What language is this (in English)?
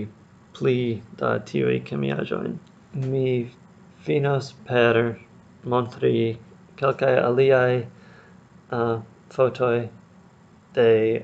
Esperanto